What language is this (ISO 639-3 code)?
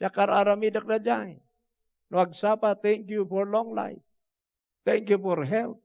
ilo